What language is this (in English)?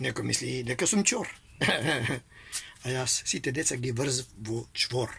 Macedonian